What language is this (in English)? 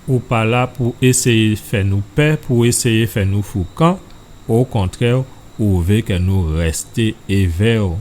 Guadeloupean Creole French